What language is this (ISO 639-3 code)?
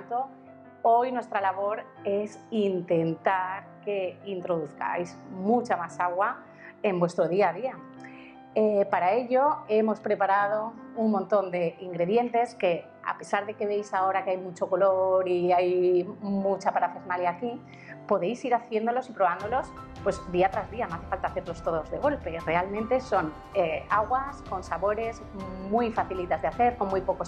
spa